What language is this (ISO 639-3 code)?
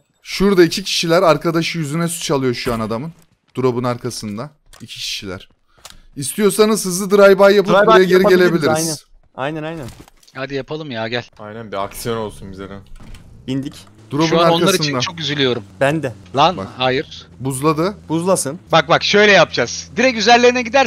tur